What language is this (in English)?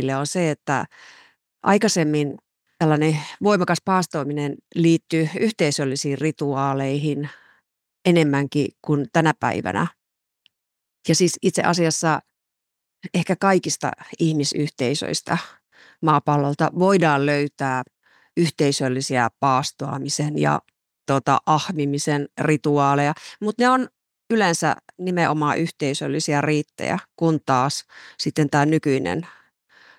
Finnish